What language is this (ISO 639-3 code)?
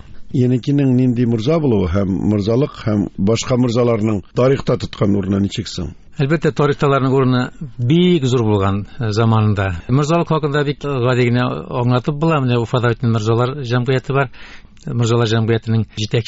tat